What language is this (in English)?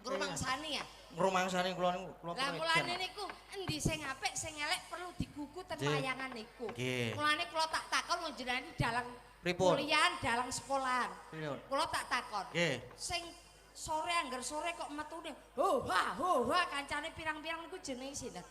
Javanese